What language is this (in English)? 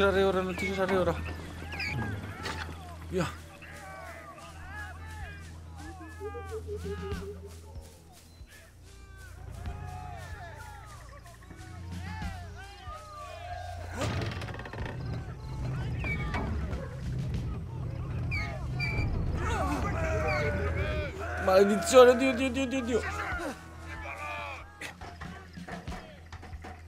Italian